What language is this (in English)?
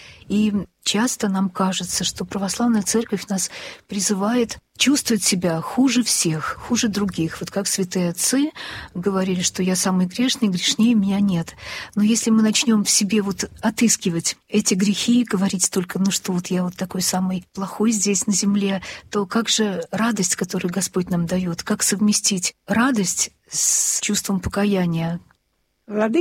Russian